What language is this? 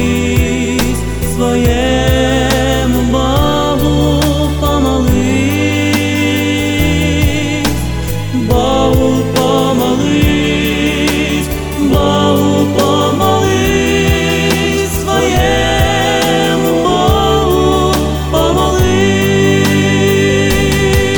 Ukrainian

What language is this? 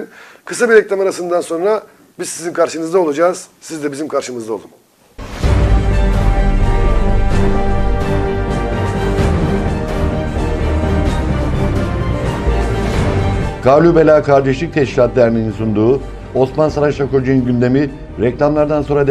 Turkish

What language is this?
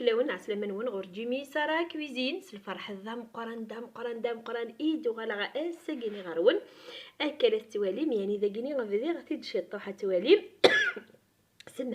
Kabyle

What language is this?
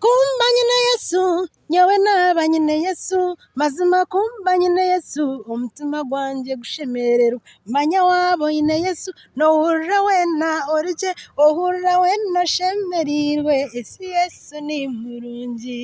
Nyankole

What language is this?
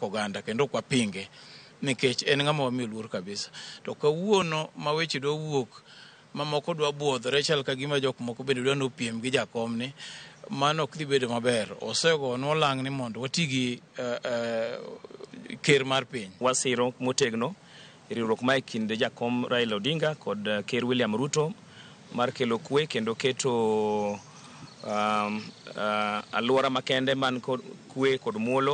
Luo (Kenya and Tanzania)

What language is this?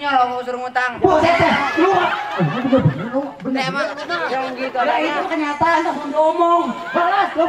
Betawi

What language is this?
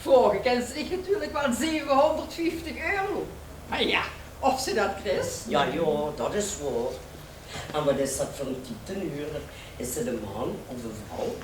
Limburgish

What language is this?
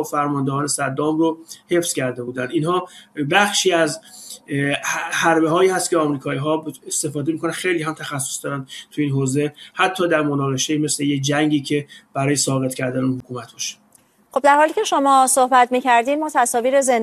Persian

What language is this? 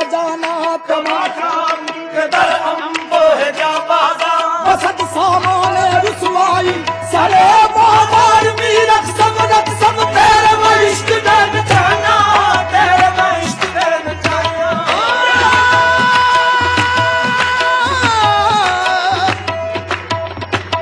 Punjabi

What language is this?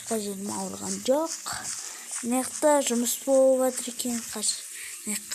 Kazakh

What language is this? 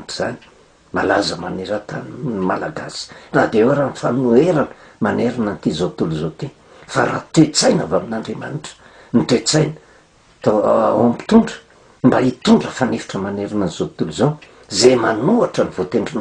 Malagasy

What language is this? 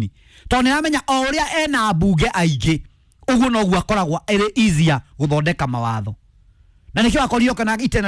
Kikuyu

